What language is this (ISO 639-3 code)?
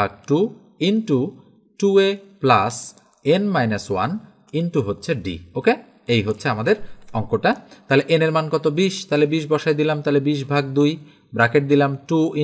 ben